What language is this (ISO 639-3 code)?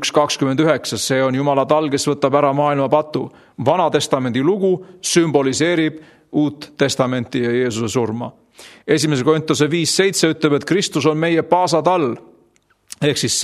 est